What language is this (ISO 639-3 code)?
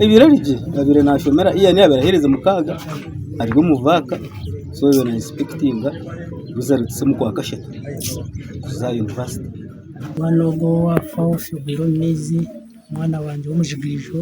nyn